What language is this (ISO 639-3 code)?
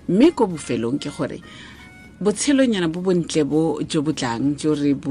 tsn